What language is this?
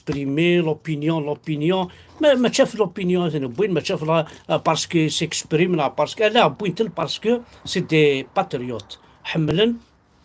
Kabyle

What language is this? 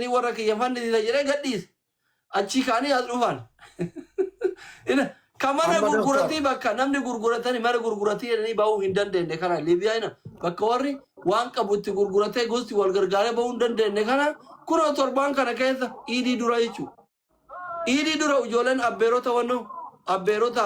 Oromo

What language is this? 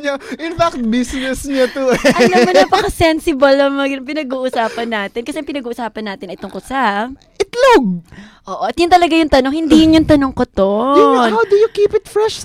Filipino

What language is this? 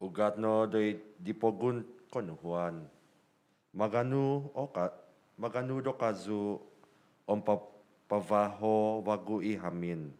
Central Dusun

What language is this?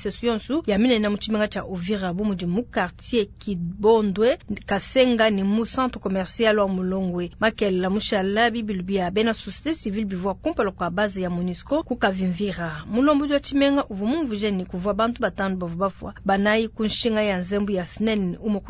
Luba-Lulua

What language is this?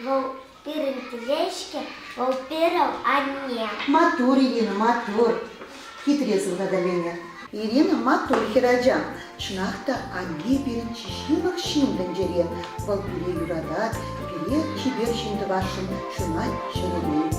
Chuvash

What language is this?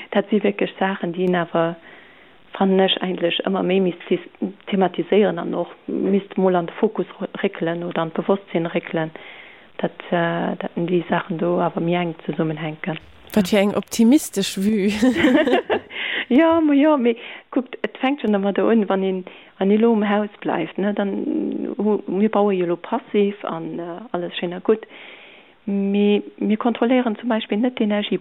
Luxembourgish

